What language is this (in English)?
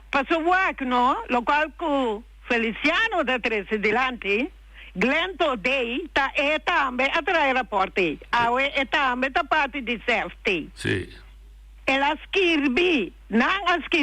Papiamento